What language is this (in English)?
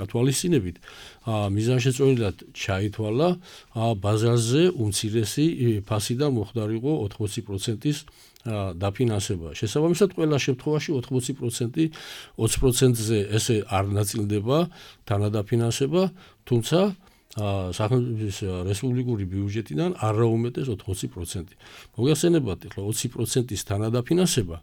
Georgian